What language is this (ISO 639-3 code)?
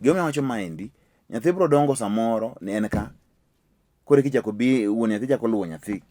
luo